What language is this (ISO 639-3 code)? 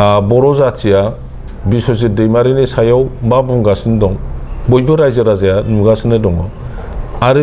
brx